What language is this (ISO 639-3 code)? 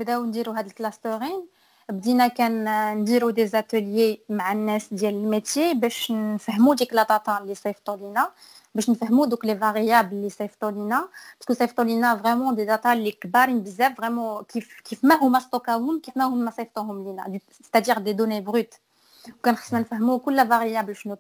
ary